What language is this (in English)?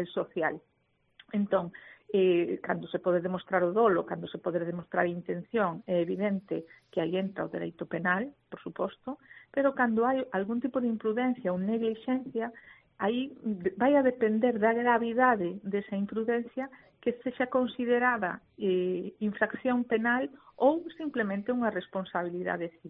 Galician